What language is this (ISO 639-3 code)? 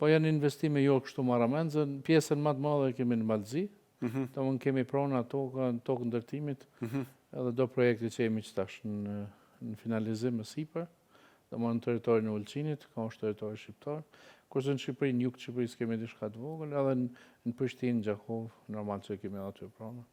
sqi